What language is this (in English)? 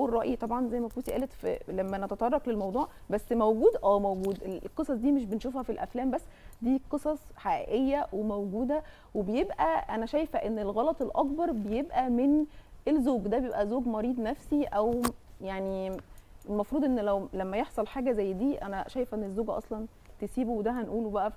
Egyptian Arabic